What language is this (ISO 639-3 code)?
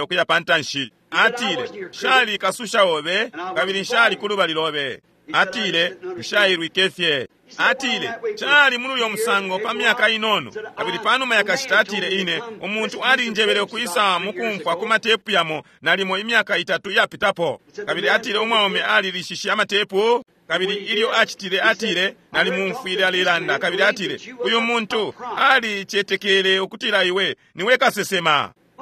bem